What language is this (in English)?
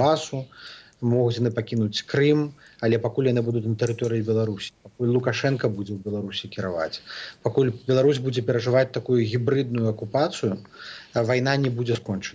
Belarusian